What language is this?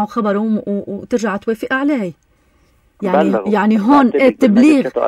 North Levantine Arabic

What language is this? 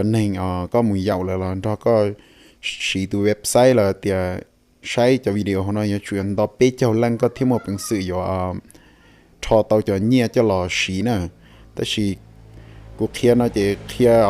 Hmong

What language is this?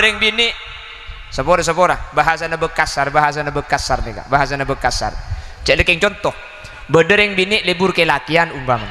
Madurese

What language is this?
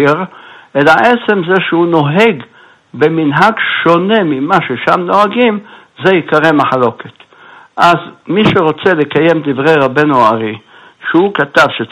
Hebrew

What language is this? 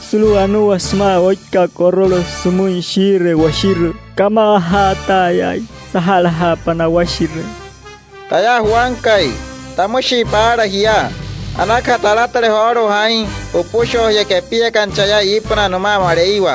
Wayuu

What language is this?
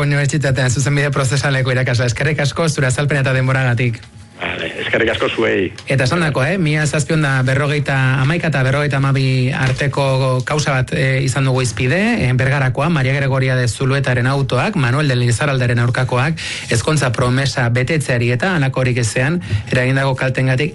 Basque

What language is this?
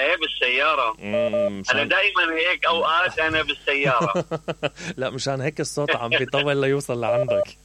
Mesopotamian Arabic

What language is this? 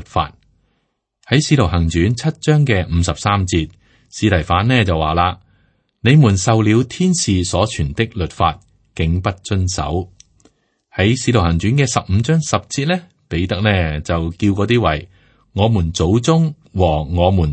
Cantonese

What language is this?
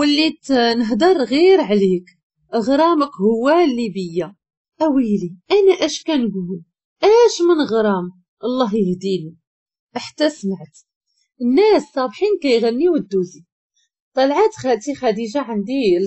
Moroccan Arabic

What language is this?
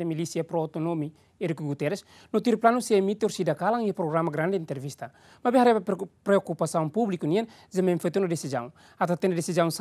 Tetum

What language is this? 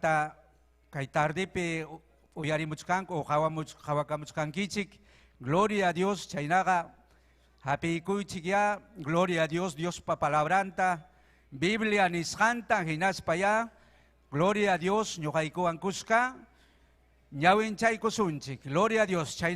Ayacucho Quechua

